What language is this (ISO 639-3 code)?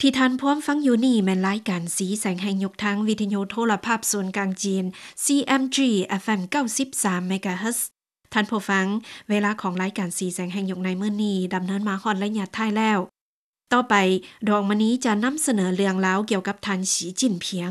lao